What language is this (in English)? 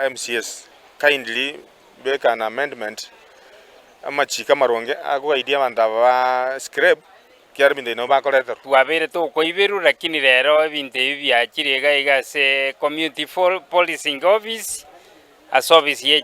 Gusii